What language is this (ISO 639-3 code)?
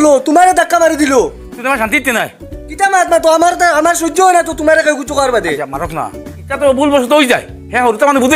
syl